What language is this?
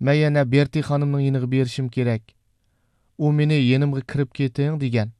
Uyghur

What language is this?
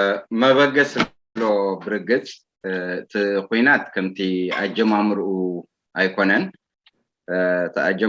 Tigrinya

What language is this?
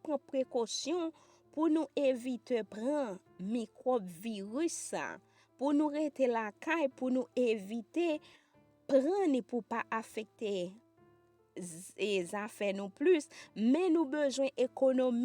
Haitian Creole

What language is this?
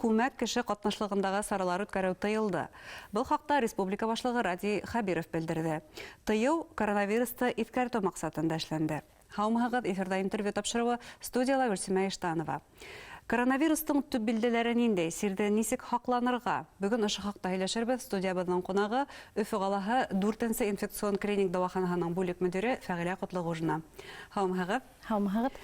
Bashkir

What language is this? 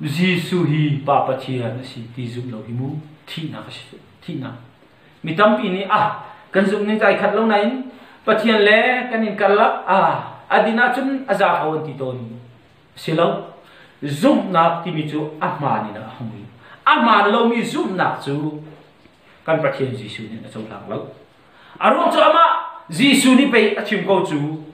Hakha Chin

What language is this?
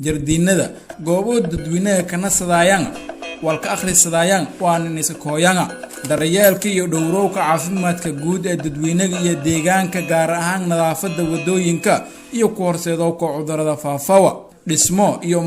Somali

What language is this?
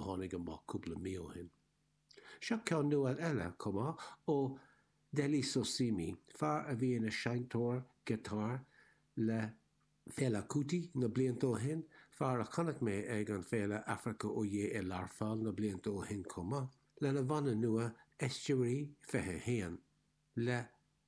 Irish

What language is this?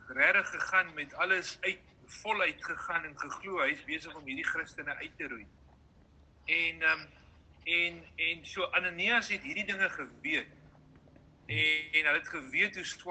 Afrikaans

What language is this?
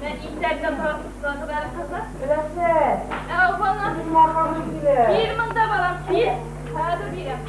Bashkir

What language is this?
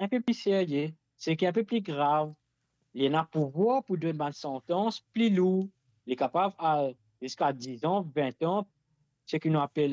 Morisyen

